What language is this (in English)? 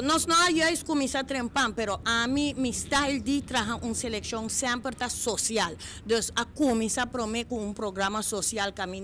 Papiamento